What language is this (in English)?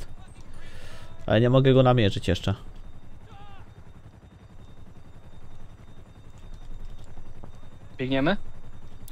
Polish